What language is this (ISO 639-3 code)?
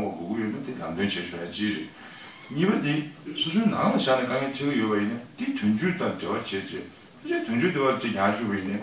bod